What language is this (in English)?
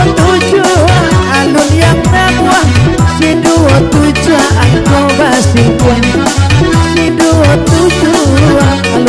Minangkabau